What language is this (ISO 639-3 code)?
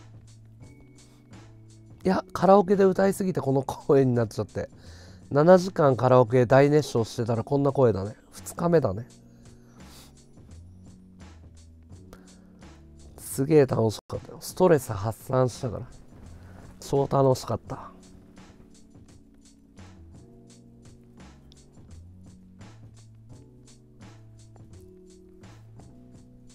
jpn